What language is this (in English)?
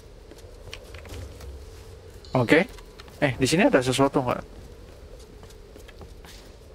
Indonesian